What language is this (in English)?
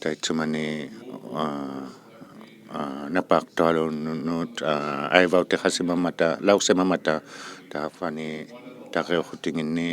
Inuktitut